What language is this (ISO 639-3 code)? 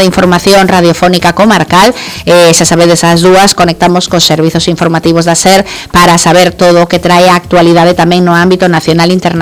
glg